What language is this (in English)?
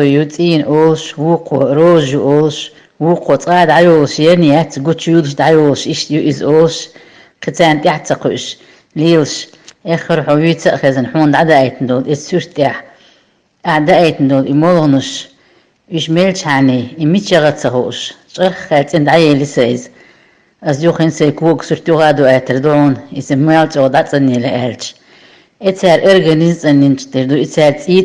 Chechen